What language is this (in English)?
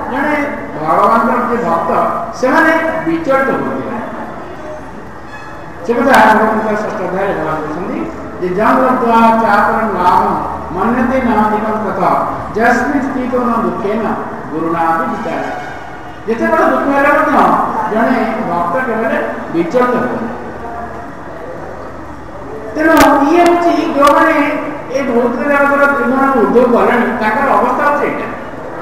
Odia